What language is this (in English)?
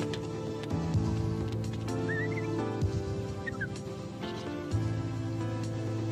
Filipino